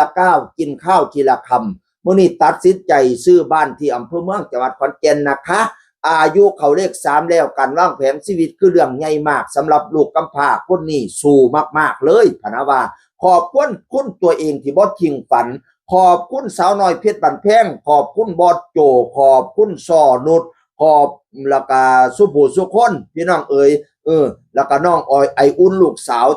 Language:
Northeastern Thai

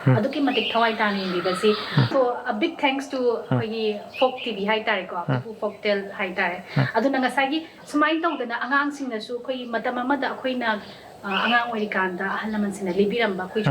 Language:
Manipuri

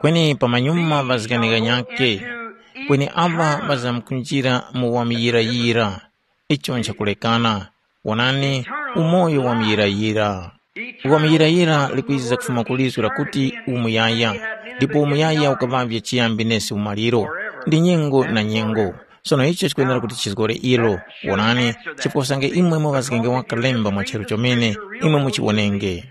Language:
Tumbuka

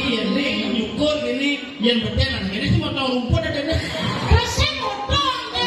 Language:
Balinese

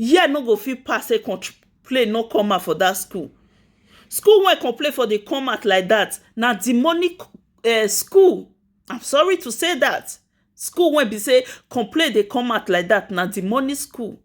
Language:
Nigerian Pidgin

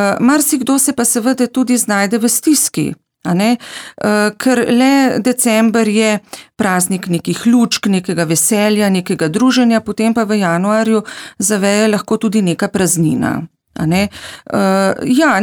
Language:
Slovenian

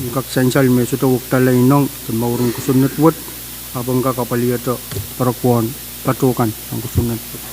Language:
Pohnpeian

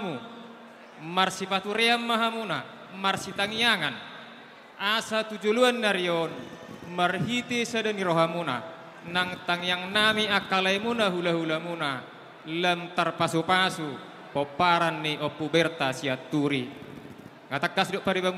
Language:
Batak Toba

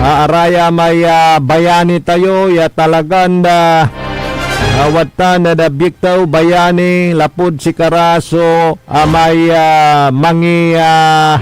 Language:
Pangasinan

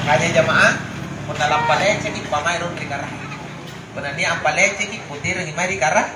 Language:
Makasar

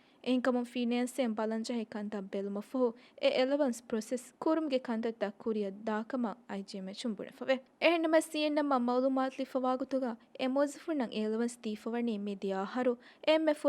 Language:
Divehi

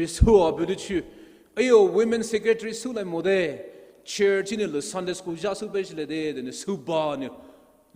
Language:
Poumei Naga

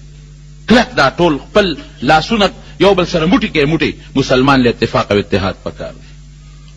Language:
Pashto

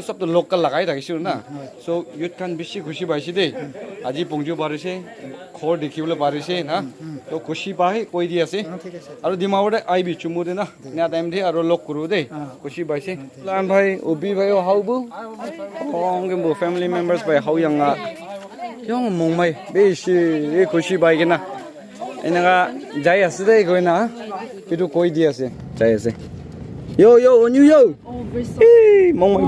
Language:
Naga Pidgin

